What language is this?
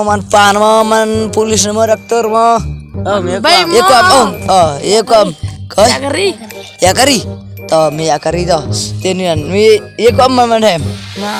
Khasi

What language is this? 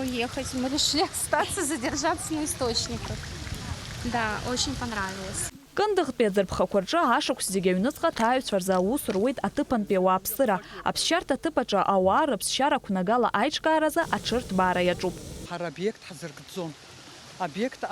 Abkhazian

